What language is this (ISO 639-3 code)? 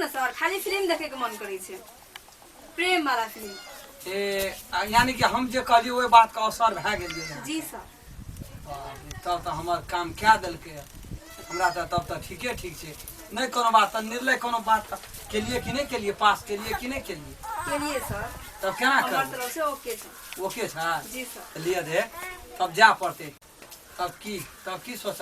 mai